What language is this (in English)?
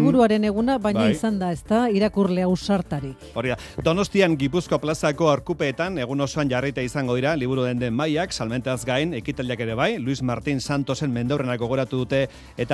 Basque